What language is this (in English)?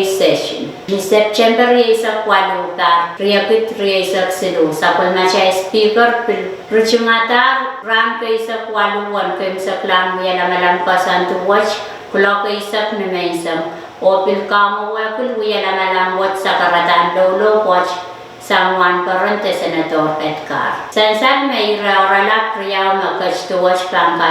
Pohnpeian